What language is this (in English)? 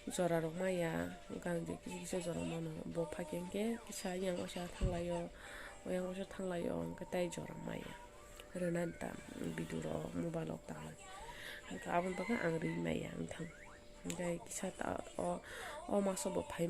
Kok Borok